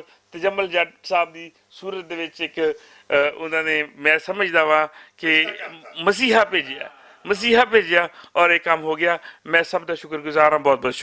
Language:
Western Panjabi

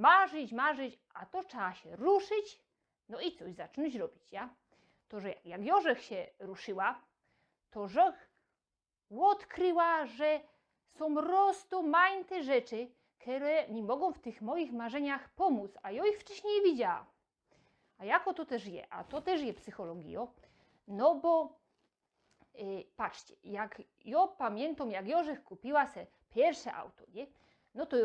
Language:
Silesian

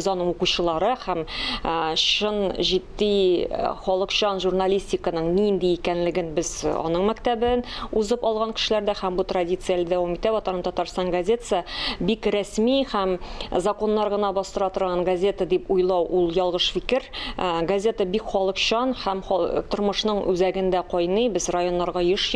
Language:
Tatar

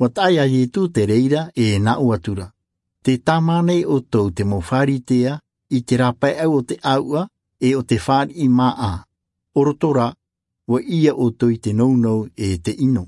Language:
Tahitian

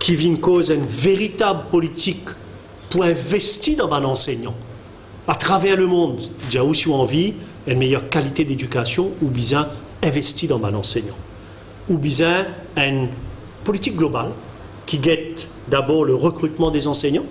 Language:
Morisyen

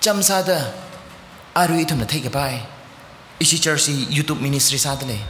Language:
Tangkhul Naga (India)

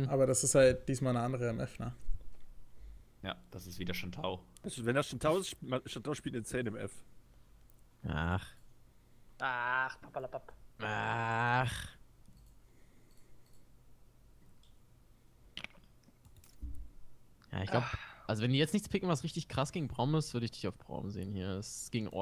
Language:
German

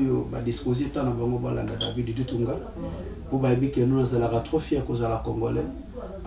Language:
Lingala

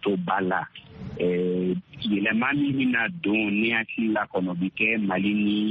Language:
Bambara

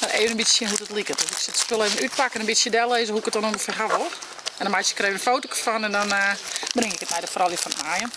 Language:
Western Frisian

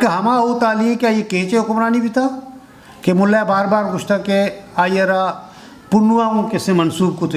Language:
Eastern Balochi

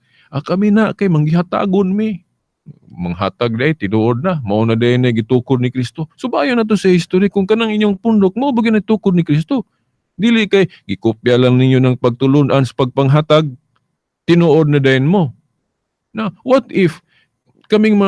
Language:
Cebuano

